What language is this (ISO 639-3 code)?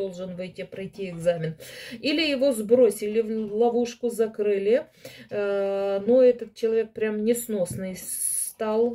rus